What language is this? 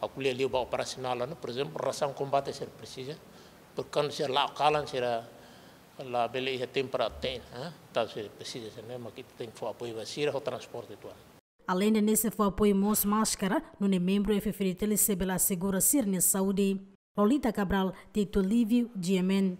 Tetum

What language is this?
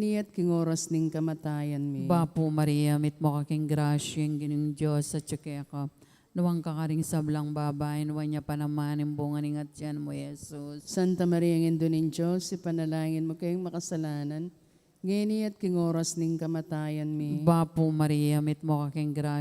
Pampanga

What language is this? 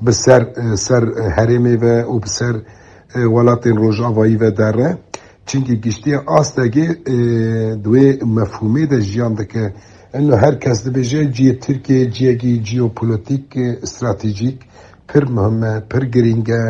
Kurdish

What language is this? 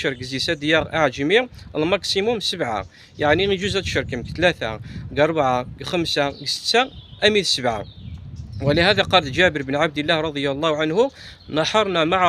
Kabyle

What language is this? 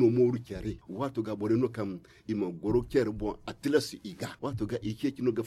Zarma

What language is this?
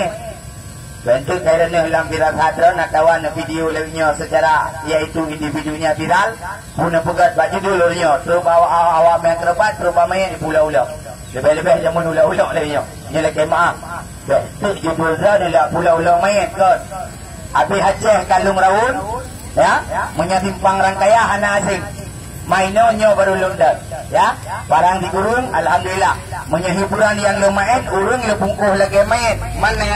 Achinese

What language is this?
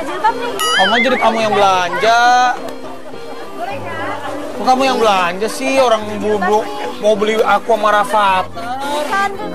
Indonesian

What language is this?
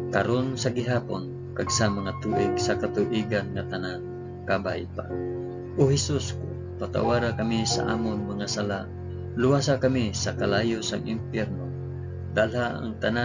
Hiligaynon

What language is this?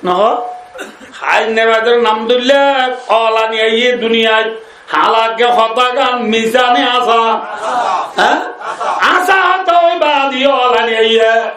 Rohingya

